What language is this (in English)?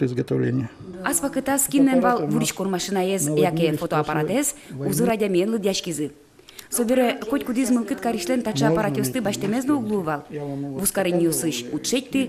Udmurt